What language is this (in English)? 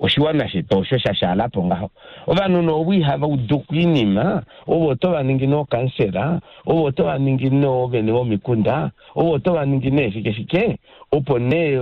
Kuanyama